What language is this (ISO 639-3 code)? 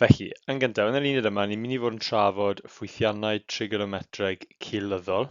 cym